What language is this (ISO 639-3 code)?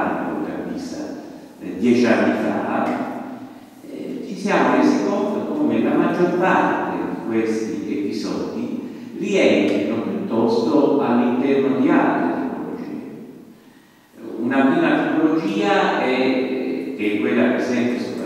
ita